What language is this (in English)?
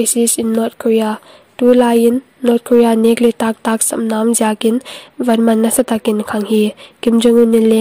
Paite Chin